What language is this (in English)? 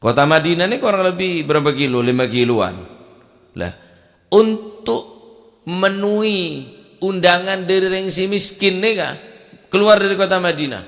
Madurese